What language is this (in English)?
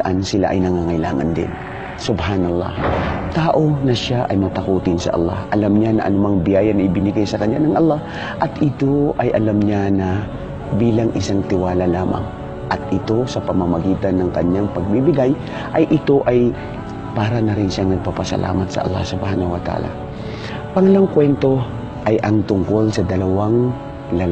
Filipino